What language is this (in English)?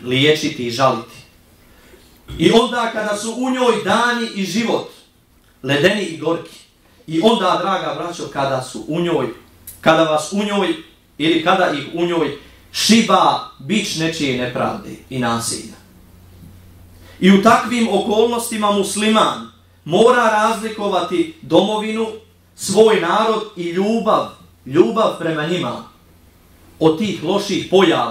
Bosnian